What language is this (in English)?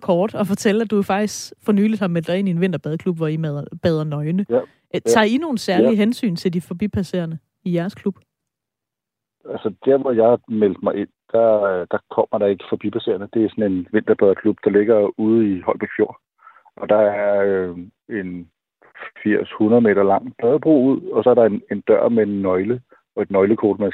Danish